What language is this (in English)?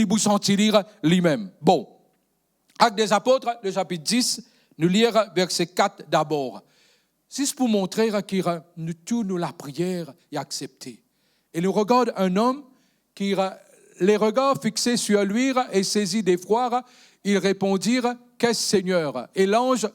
Morisyen